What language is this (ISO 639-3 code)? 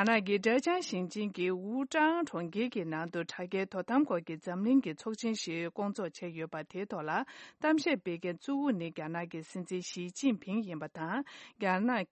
bod